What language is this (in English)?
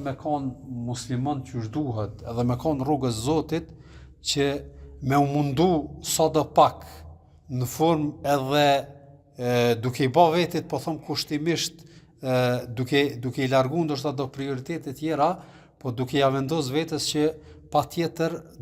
Albanian